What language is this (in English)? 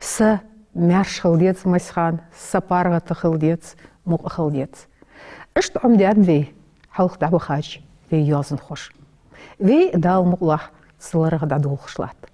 Ingush